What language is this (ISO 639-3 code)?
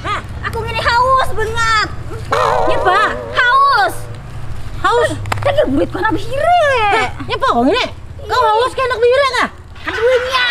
bjn